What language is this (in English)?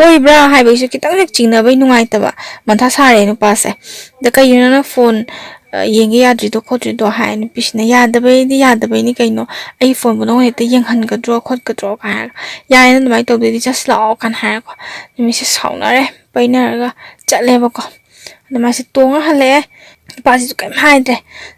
Manipuri